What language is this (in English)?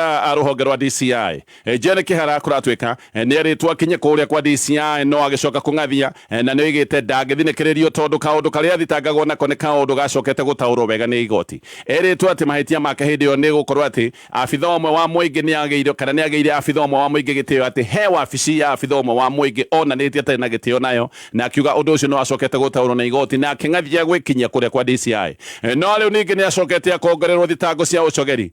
Kikuyu